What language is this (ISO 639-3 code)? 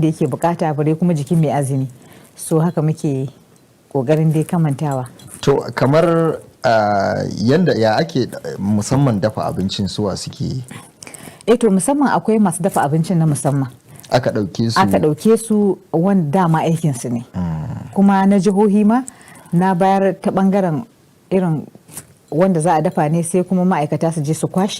hau